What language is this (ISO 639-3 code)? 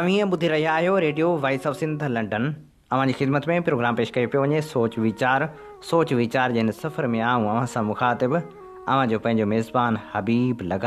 snd